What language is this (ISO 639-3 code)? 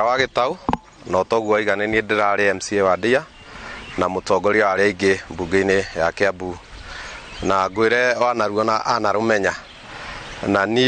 kik